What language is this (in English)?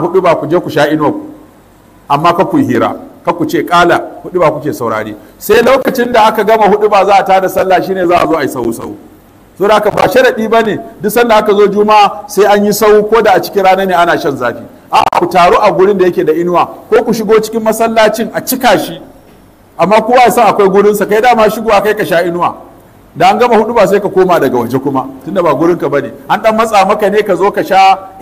Hausa